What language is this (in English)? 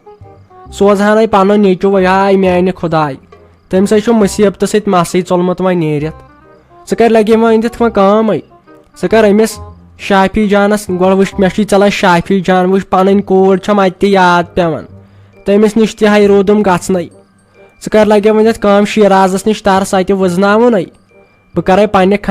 Kashmiri